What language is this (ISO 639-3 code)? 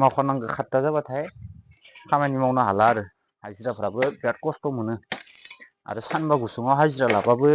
brx